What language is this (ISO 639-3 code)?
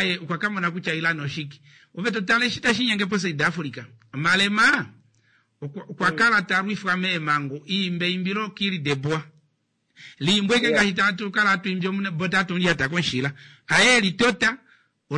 kua